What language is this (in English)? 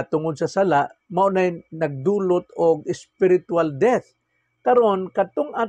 Cebuano